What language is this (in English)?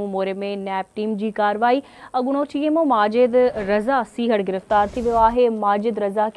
Sindhi